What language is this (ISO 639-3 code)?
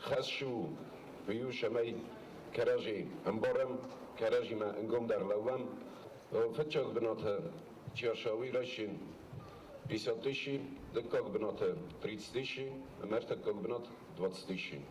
oss